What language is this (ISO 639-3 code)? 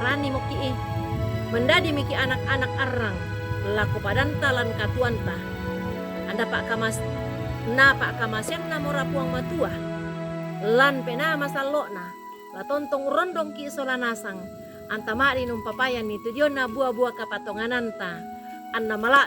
sda